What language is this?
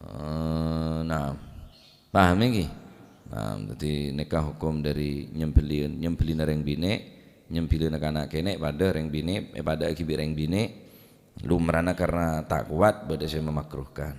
Madurese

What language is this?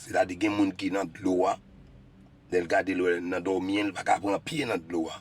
Haitian Creole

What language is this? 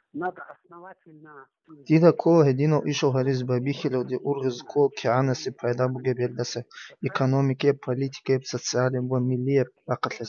Avaric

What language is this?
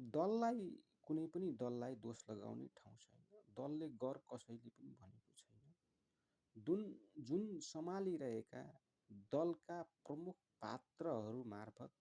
Nepali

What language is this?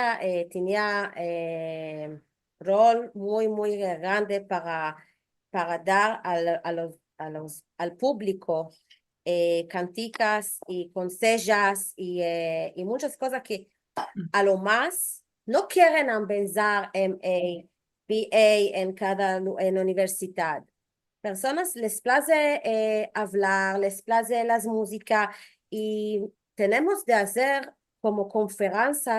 Ladino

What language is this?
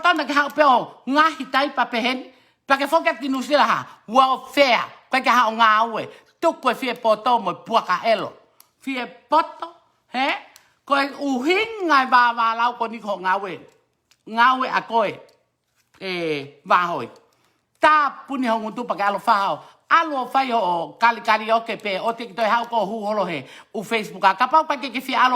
Tongan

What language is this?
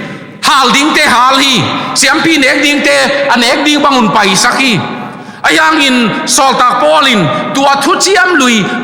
Tedim Chin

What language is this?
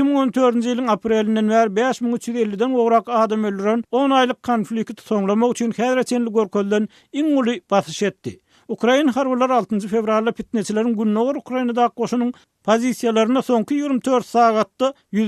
Turkmen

